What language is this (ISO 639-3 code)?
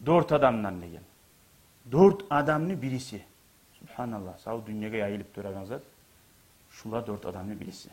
kum